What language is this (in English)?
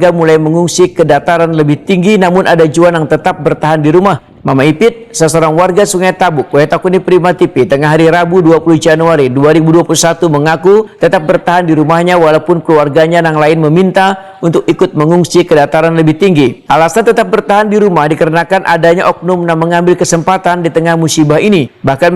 Banjar